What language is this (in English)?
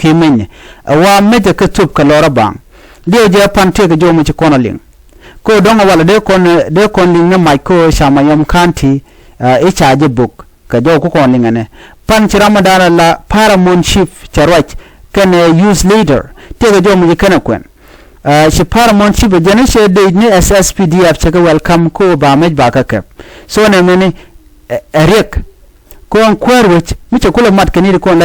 Nuer